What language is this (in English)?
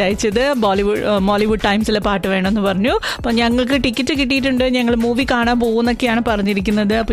Malayalam